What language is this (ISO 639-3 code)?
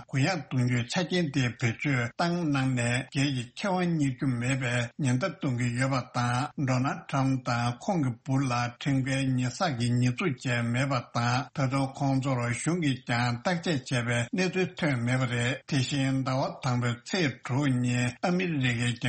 bod